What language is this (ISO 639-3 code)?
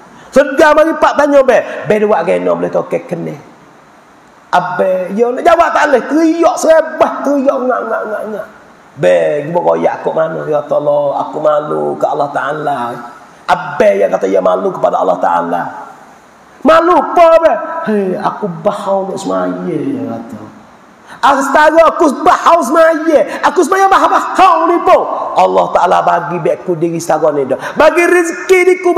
mfa